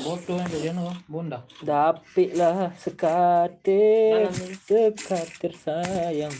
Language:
Minangkabau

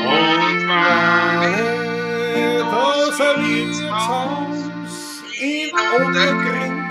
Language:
Bavarian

